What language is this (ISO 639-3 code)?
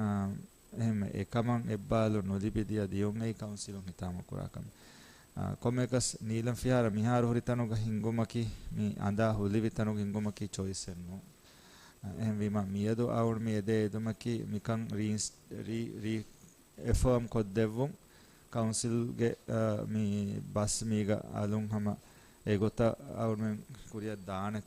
div